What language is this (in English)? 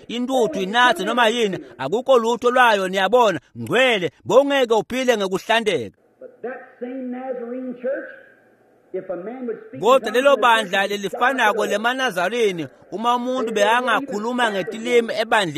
Swati